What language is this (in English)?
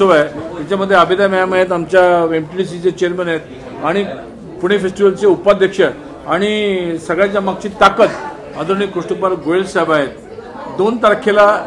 Marathi